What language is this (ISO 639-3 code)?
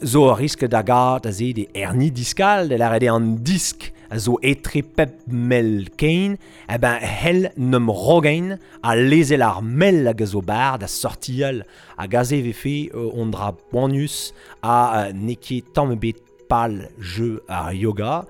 bre